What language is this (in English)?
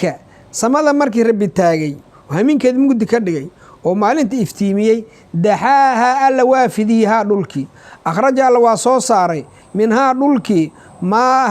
Somali